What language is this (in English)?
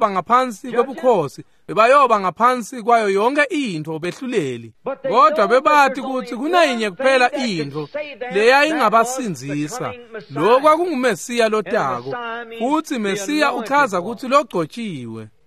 Swati